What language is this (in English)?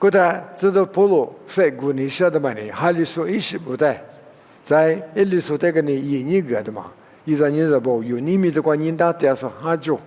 Lisu